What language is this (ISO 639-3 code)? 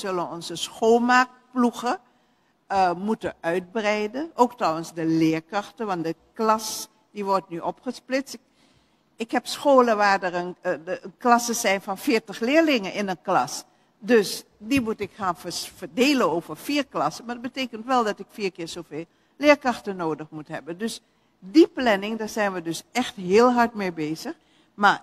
nld